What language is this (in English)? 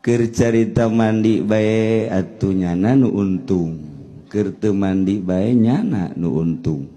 Sundanese